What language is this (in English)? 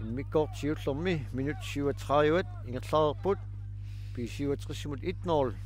Kalaallisut